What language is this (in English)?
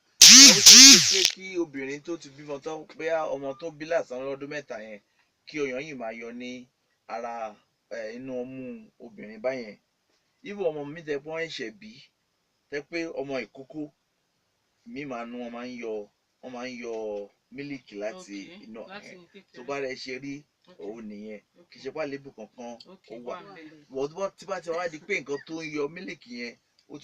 Yoruba